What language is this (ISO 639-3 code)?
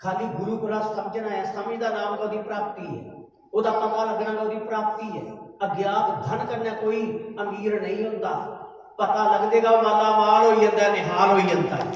doi